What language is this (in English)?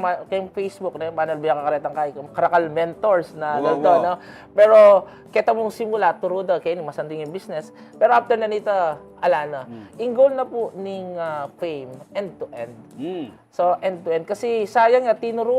Pampanga